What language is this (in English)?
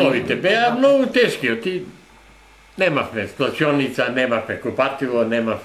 Macedonian